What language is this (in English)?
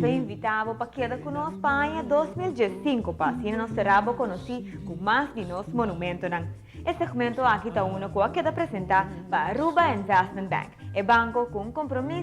Papiamento